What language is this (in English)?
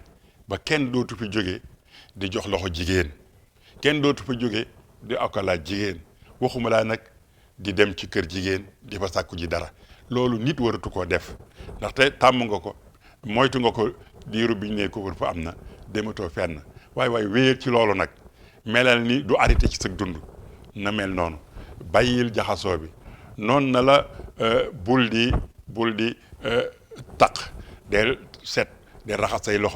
Wolof